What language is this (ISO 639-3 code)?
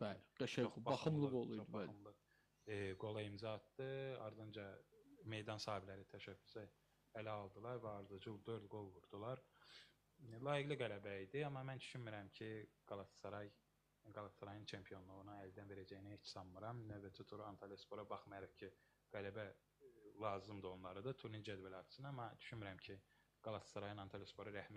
aze